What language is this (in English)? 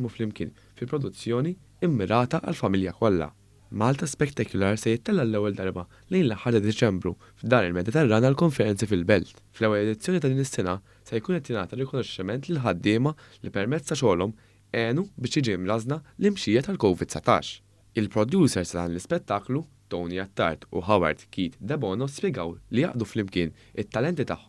Maltese